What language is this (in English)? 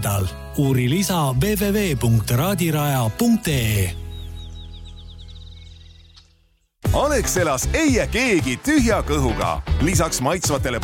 Estonian